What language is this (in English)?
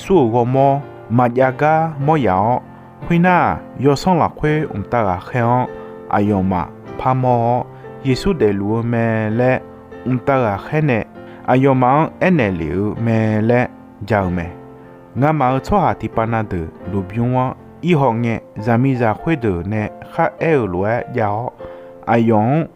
Akha